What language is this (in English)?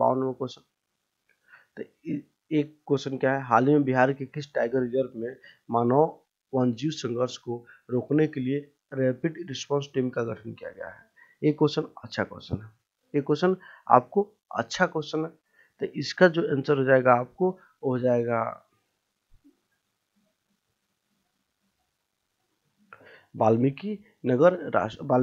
Hindi